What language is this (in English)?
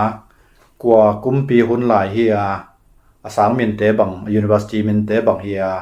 Tedim Chin